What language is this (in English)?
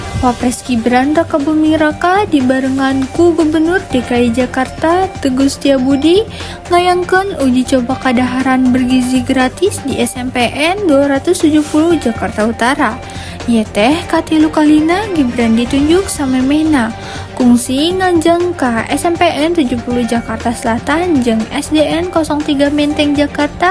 Sundanese